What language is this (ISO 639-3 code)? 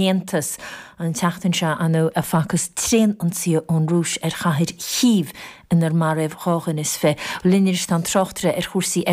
gle